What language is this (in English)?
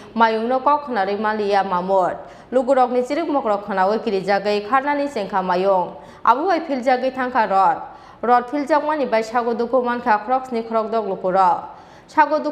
Kok Borok